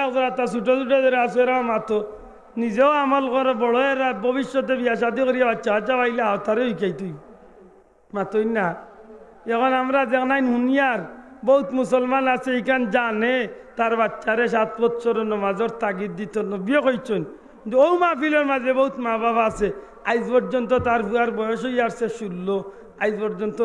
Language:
Sylheti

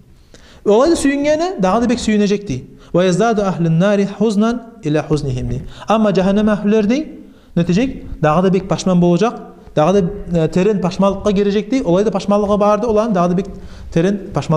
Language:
Kumyk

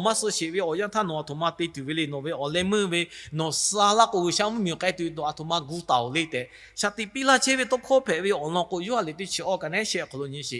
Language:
Lahu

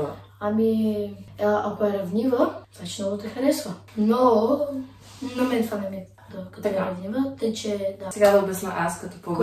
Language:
Bulgarian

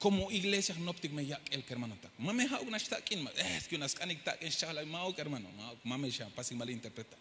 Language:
Tzeltal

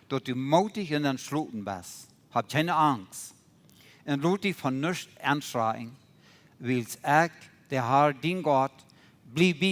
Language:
Plautdietsch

